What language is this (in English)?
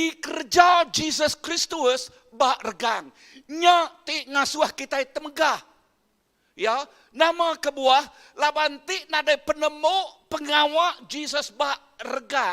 Iban